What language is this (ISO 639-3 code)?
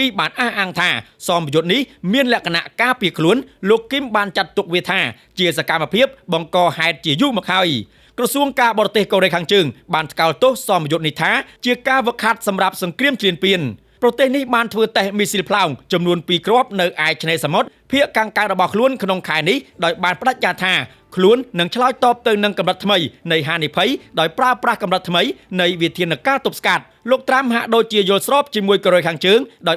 khm